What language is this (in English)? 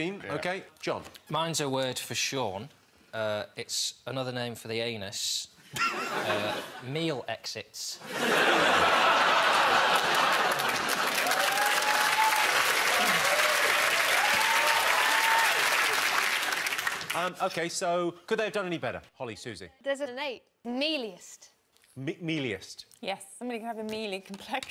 English